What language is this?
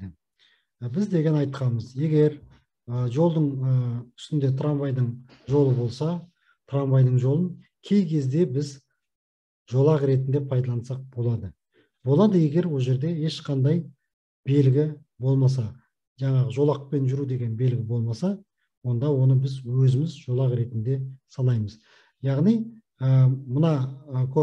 Kazakh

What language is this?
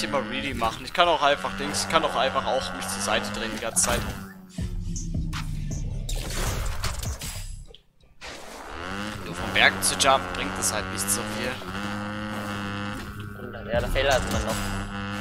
German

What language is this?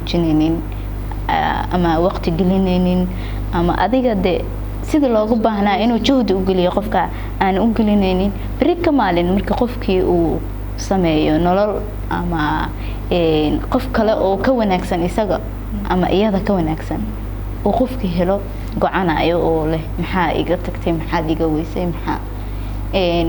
Somali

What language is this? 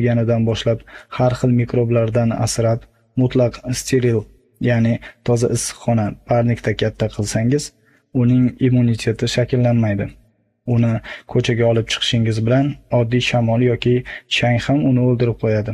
Uzbek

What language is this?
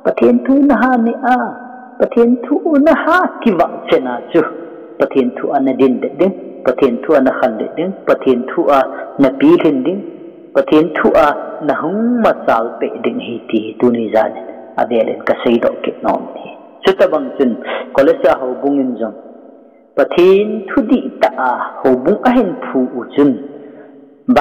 Thado Chin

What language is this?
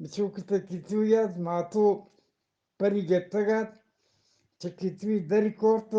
Eastern Balochi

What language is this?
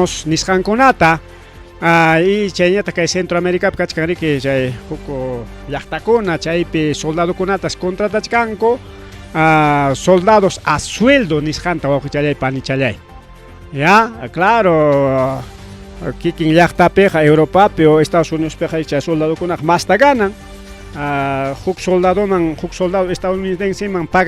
Ayacucho Quechua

